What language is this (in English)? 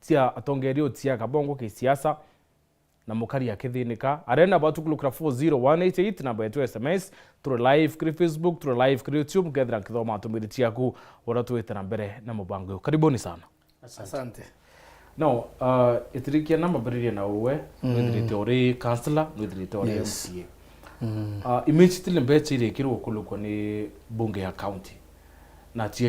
Meru